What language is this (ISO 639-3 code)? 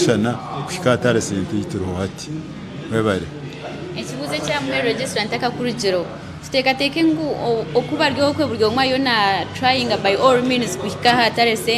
nyn